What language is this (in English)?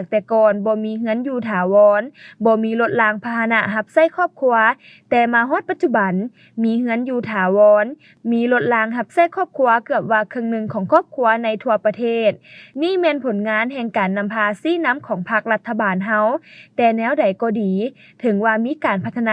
Lao